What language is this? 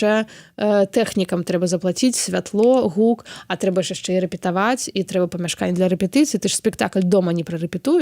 Belarusian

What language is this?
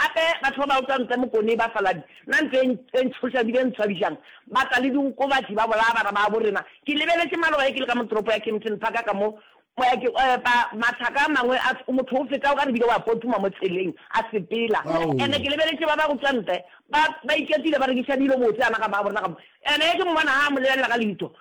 Northern Sotho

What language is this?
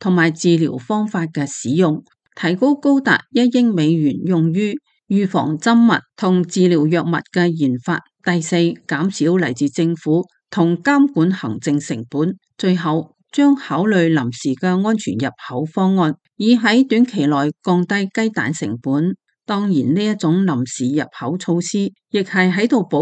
Cantonese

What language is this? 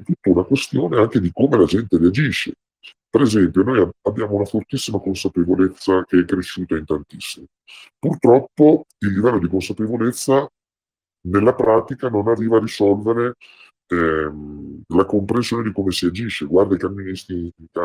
Italian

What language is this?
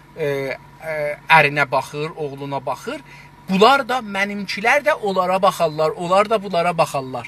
South Azerbaijani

